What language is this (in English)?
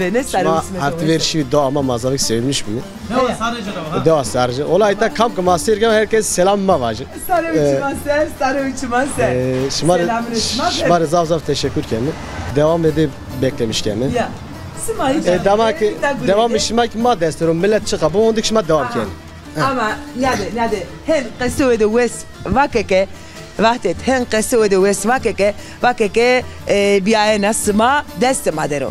Zaza